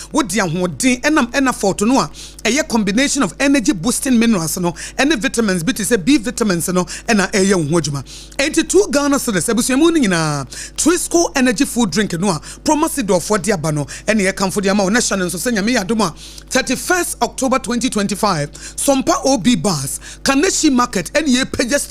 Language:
Akan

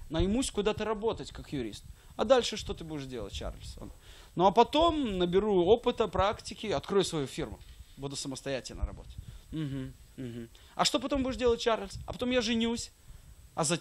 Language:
Russian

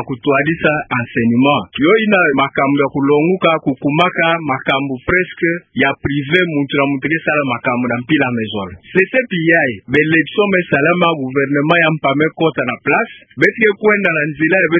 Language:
Kituba (Democratic Republic of Congo)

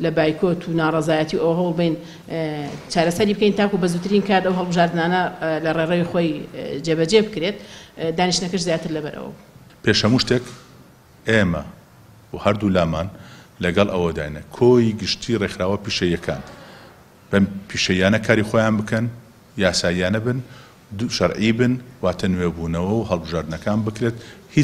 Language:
Central Kurdish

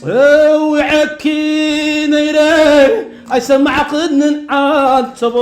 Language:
Tigrinya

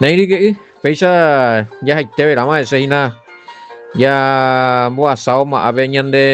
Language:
Guarani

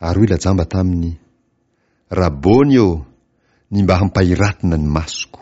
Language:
Malagasy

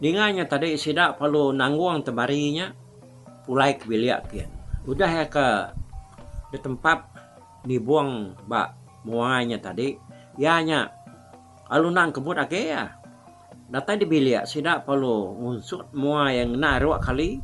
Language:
Iban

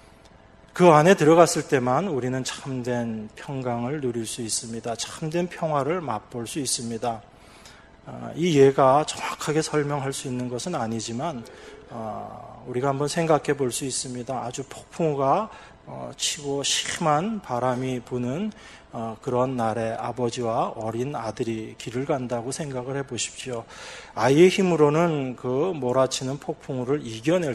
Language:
Korean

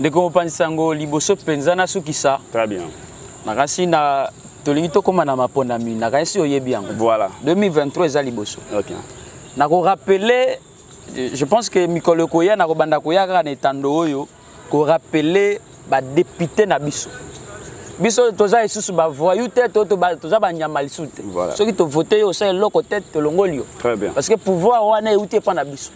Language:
Lingala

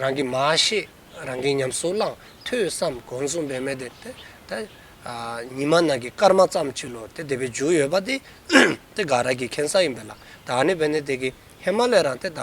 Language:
Dzongkha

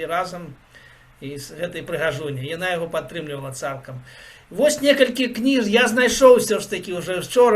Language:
Belarusian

